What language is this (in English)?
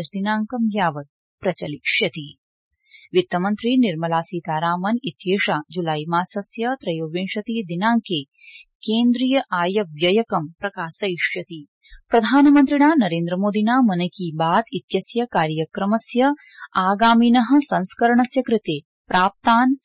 Sanskrit